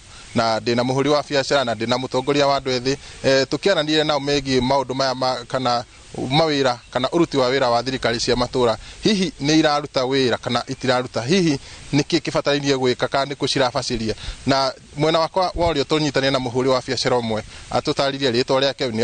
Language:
Kikuyu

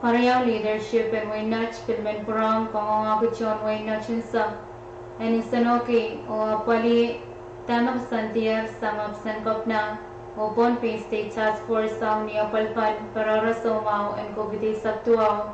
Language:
Pohnpeian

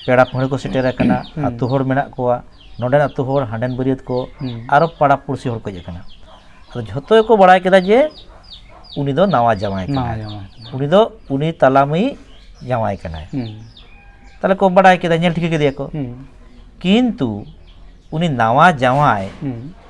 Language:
Santali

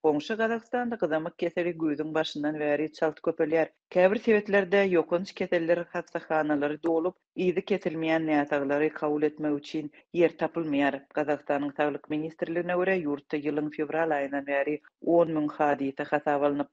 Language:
Turkmen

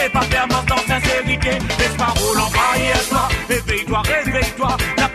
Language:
Morisyen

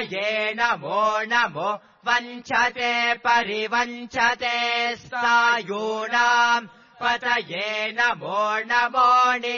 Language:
Sanskrit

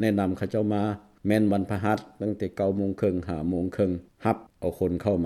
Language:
Lao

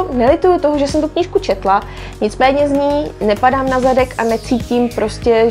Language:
Czech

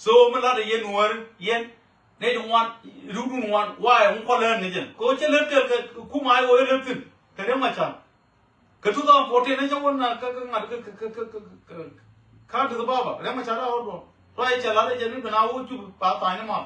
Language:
Nuer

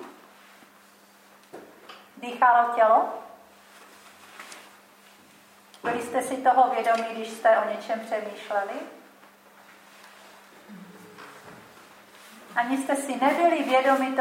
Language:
Czech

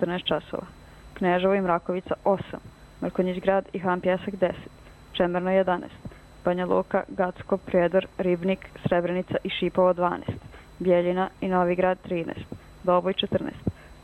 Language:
Croatian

